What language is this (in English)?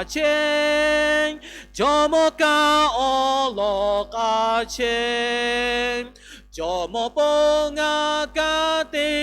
Lahu